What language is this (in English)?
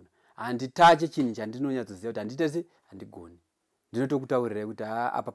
Shona